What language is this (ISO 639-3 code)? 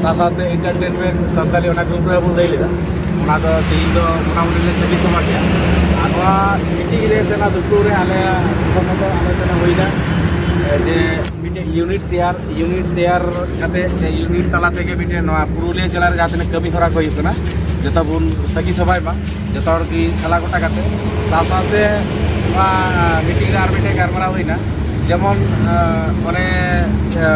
sat